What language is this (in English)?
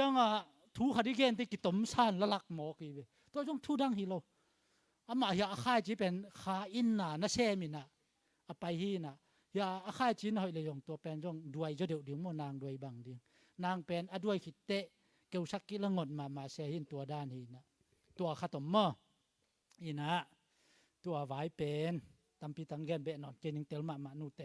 Tedim Chin